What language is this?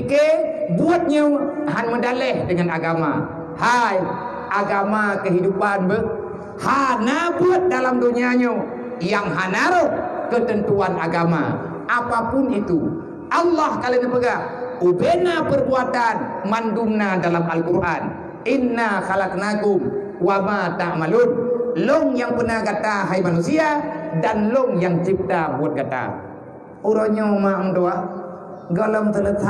Achinese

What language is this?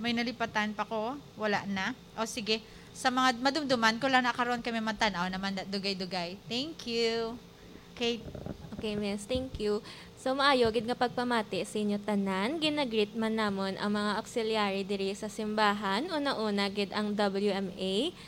Hiligaynon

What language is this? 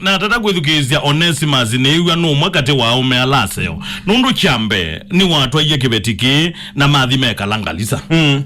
Kamba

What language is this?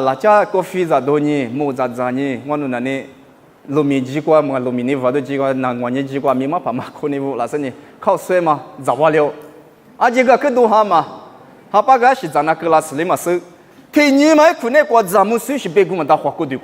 Lisu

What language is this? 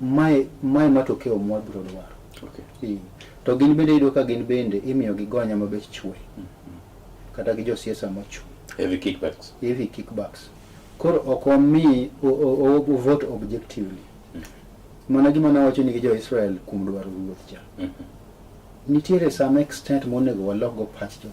Luo (Kenya and Tanzania)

